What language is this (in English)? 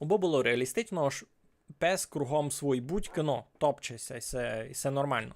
Rusyn